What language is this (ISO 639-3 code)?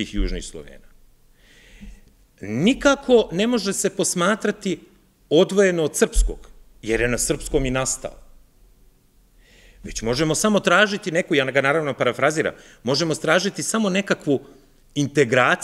srp